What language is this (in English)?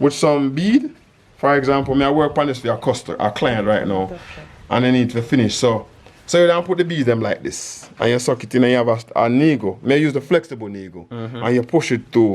Jamaican Creole English